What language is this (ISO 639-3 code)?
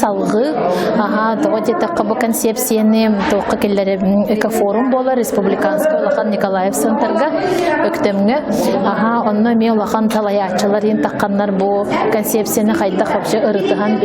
sah